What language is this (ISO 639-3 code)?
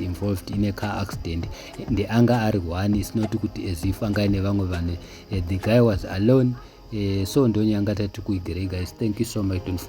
sna